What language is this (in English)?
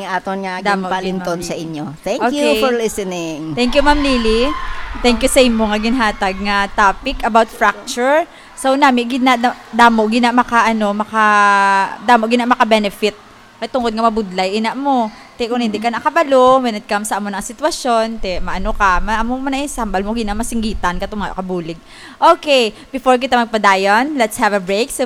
Hiligaynon